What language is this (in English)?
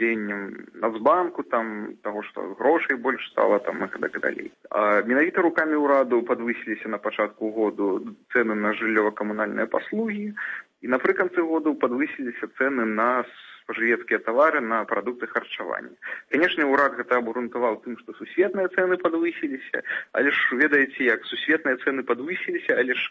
Belarusian